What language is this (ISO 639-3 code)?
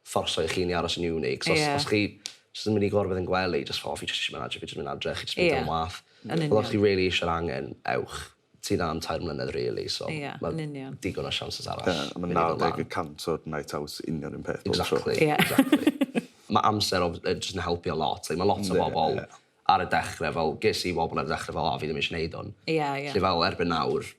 cym